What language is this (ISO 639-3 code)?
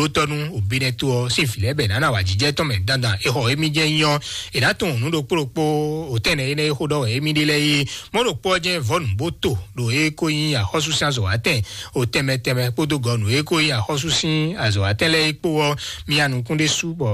fon